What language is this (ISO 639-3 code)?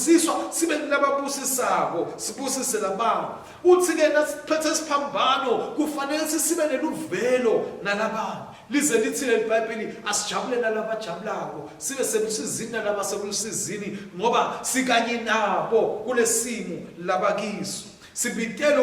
ssw